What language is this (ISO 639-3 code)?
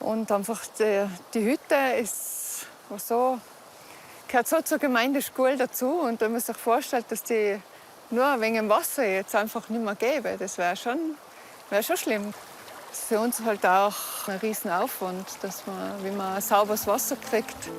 roh